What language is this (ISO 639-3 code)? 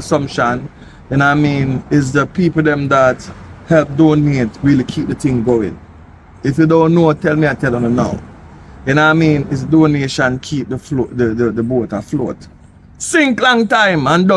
jam